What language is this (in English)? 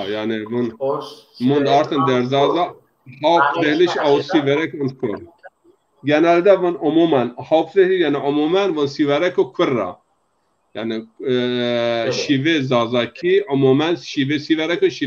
Zaza